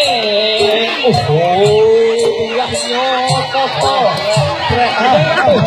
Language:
Achinese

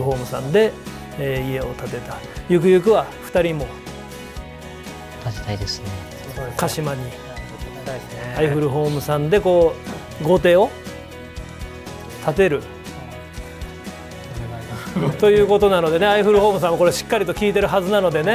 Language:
Japanese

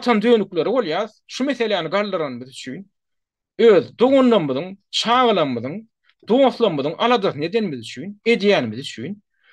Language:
Turkmen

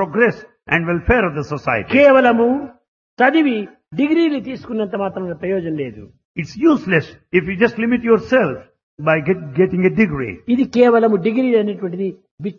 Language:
Telugu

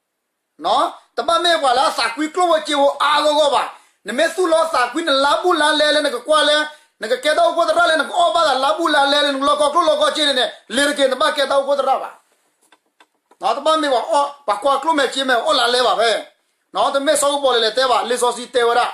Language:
S'gaw Karen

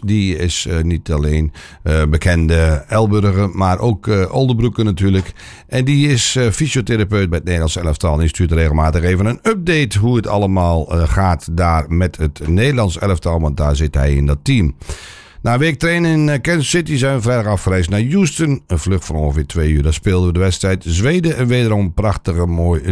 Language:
Dutch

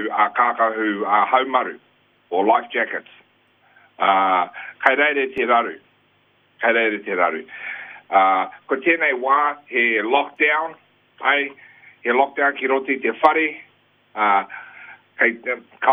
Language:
Māori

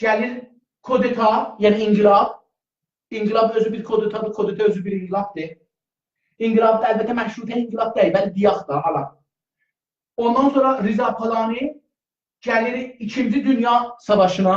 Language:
South Azerbaijani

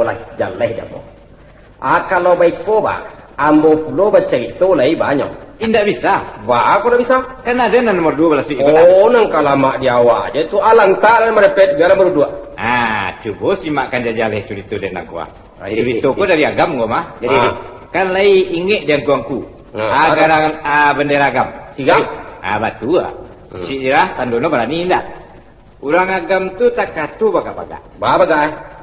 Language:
Minangkabau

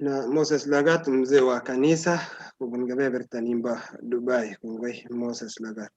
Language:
Kalenjin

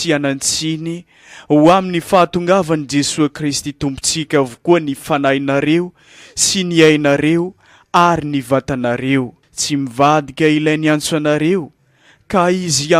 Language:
Malagasy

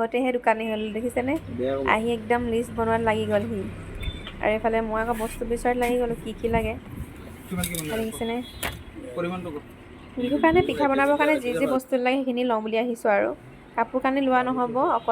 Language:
Assamese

